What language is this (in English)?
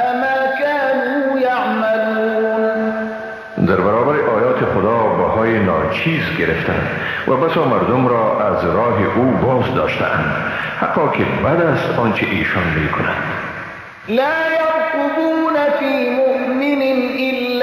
Persian